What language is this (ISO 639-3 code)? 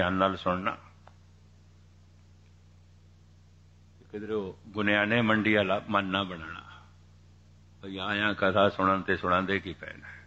pan